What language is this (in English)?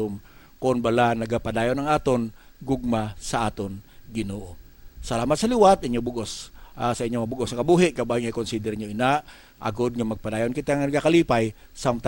Hiligaynon